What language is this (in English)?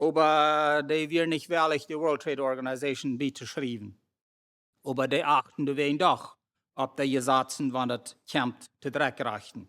Plautdietsch